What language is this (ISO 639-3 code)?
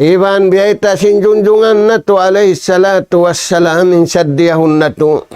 tsg